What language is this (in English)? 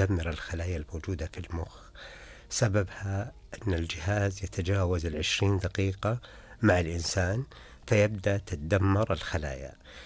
Najdi Arabic